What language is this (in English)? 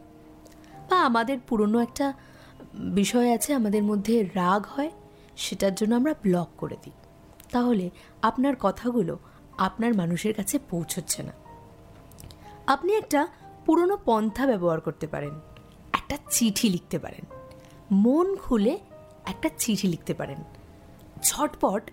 Bangla